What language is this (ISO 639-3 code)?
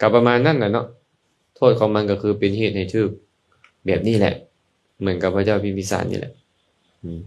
lao